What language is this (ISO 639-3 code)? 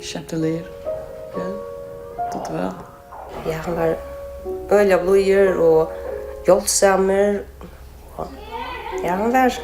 fao